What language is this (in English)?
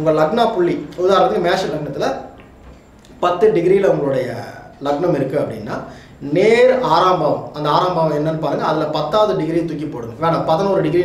Tamil